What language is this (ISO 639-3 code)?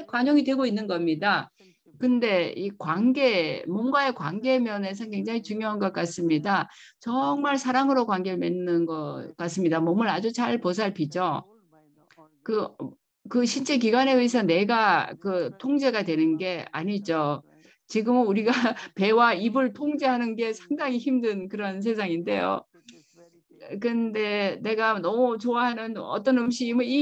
kor